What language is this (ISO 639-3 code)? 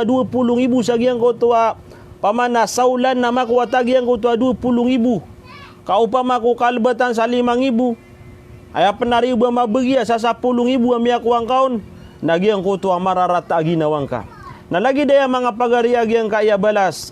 mrw